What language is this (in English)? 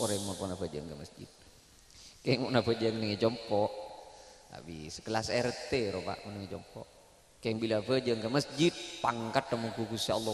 Madurese